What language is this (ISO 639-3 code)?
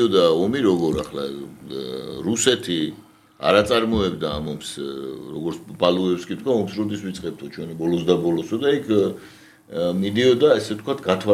kat